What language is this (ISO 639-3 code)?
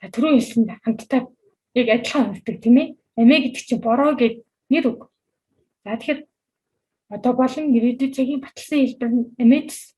mon